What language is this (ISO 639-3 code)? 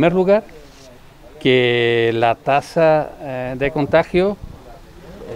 spa